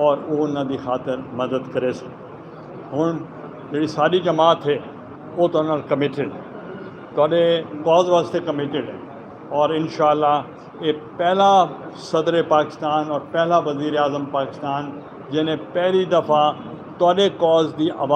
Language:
Saraiki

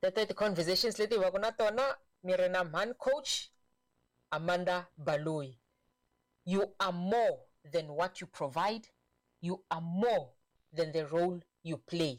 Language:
Tsonga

